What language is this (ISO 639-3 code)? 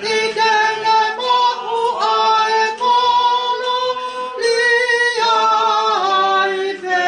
ton